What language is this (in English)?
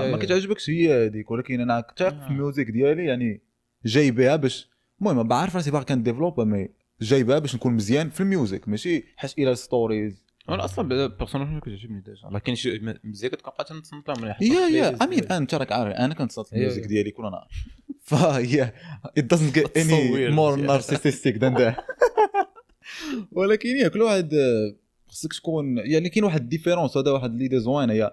Moroccan Arabic